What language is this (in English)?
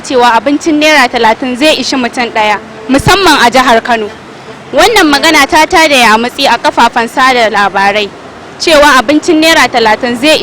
Hausa